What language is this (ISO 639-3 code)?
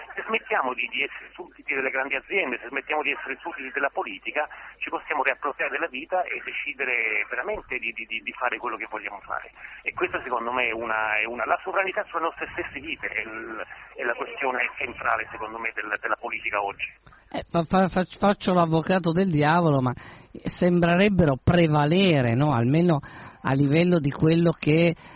ita